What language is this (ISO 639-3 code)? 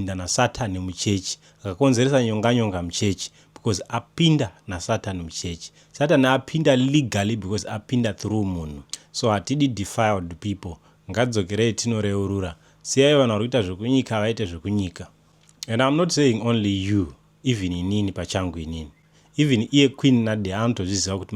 sna